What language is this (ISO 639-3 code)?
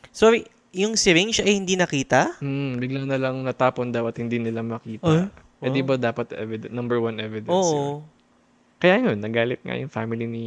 fil